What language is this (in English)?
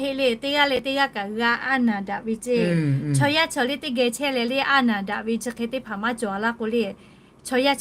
Lahu